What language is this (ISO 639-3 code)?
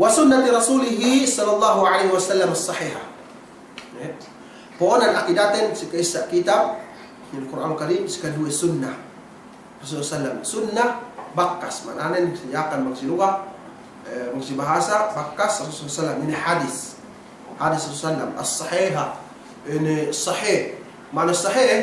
yka